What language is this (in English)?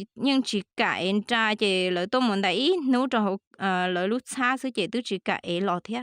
Hmong